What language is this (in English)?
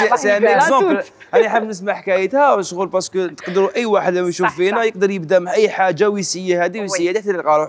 Algerian Arabic